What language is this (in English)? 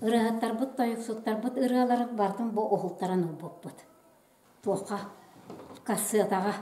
Yakut